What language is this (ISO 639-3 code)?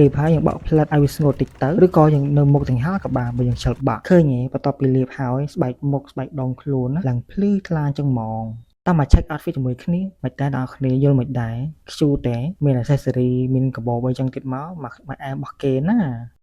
khm